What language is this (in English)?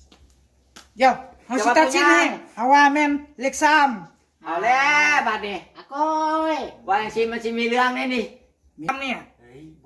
Lao